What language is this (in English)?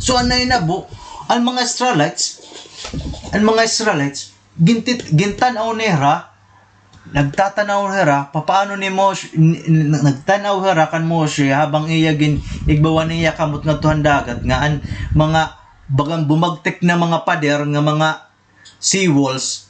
Waray